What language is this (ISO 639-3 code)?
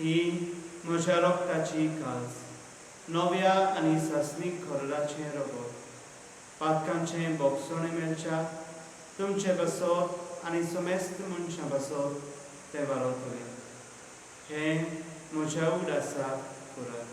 kok